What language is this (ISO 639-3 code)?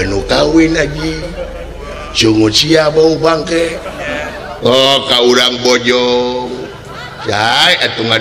sun